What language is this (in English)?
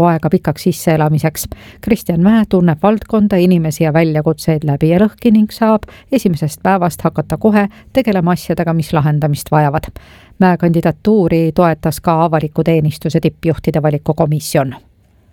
Estonian